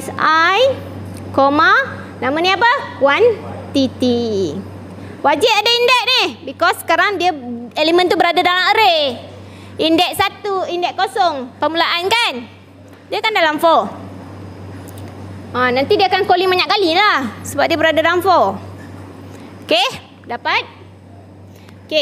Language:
Malay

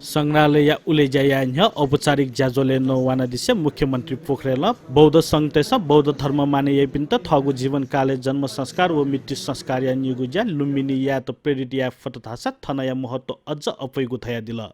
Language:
Newari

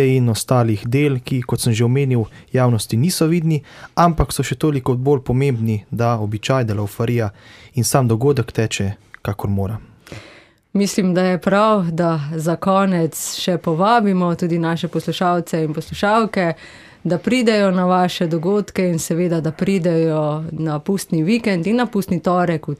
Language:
Slovenian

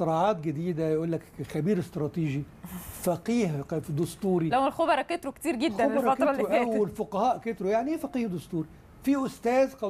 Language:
Egyptian Arabic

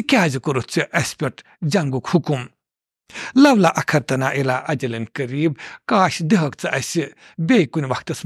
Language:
Kashmiri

